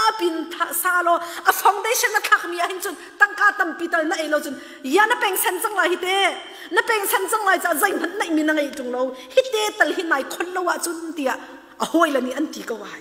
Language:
Hakha Chin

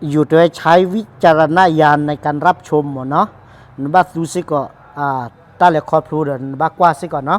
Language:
S'gaw Karen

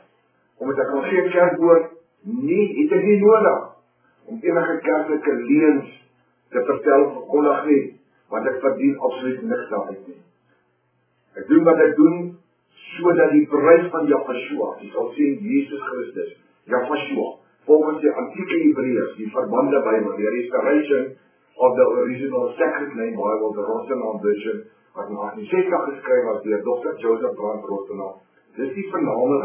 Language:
Afrikaans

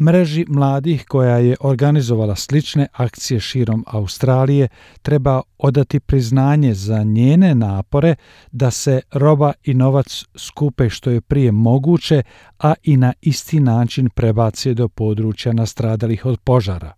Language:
Bosnian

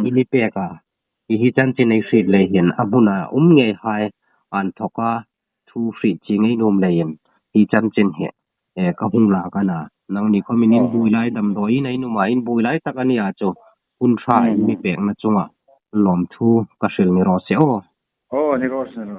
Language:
Hmar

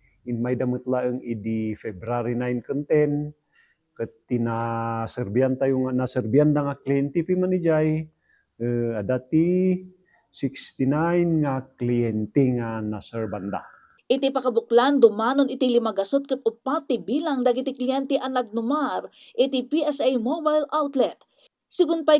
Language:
Iloko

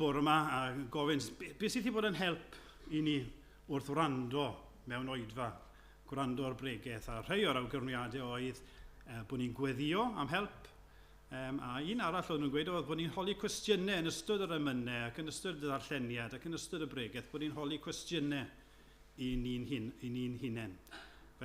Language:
Welsh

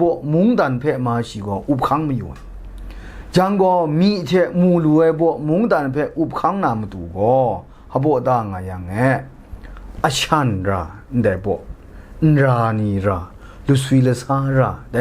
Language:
Kachin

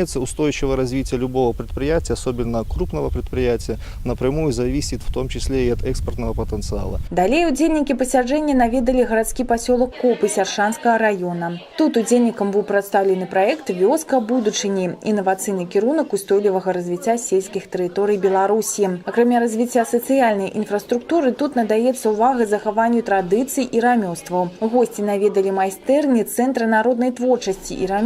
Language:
Belarusian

